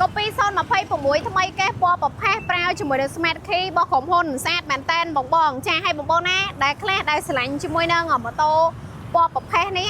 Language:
Khmer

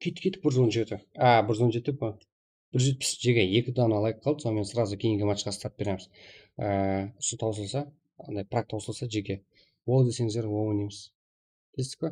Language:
Kara-Kalpak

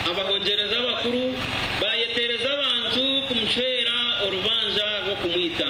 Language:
Nyankole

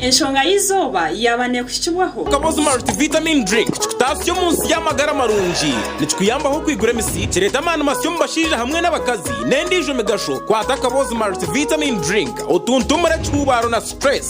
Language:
Nyankole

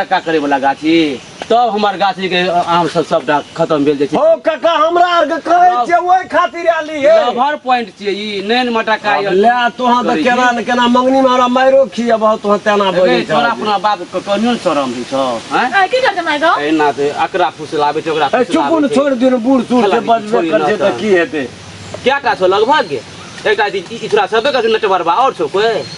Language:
Maithili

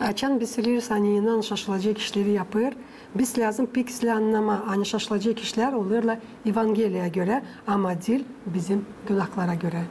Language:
Gagauz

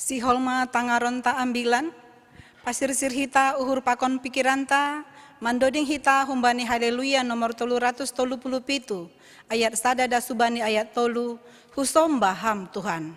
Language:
Batak Simalungun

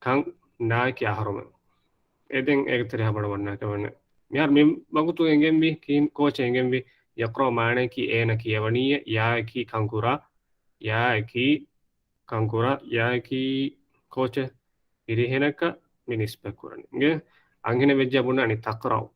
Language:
Divehi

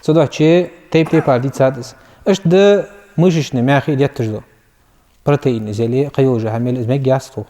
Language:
Ingush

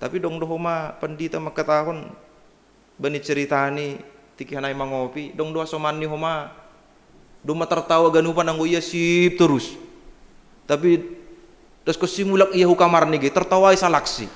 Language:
Batak Simalungun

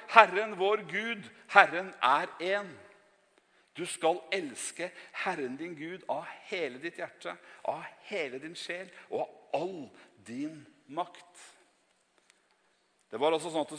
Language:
Norwegian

